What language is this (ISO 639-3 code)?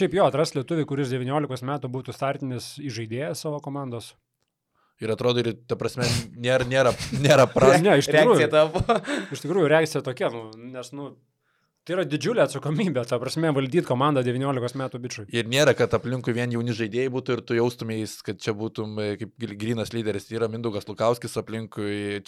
lit